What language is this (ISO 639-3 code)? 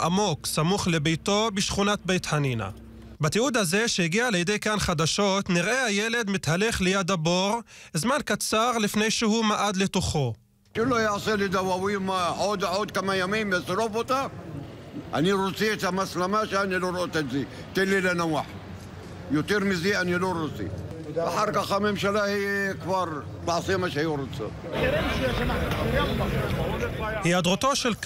heb